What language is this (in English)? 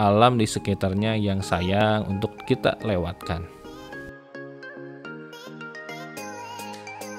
Indonesian